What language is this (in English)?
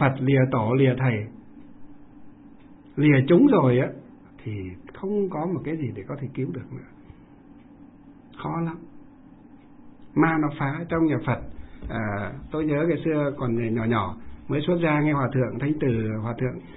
Vietnamese